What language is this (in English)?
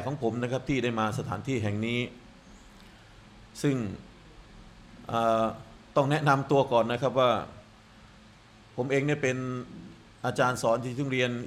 Thai